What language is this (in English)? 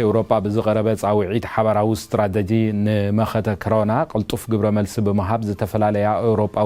Tigrinya